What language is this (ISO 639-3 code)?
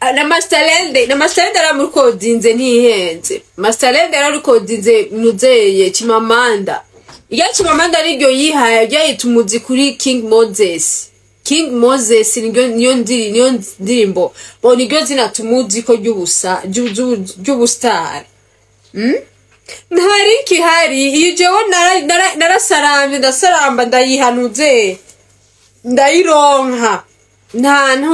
run